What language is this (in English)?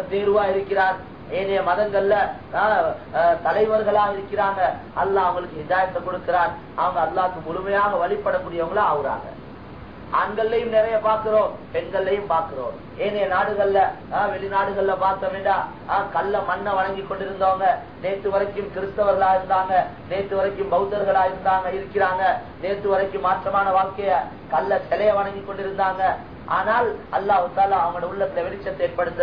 Tamil